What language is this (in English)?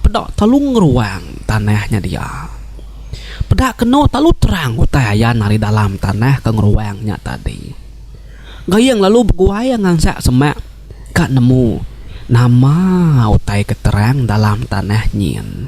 Iban